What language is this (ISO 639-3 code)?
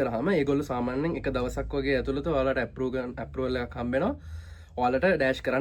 sin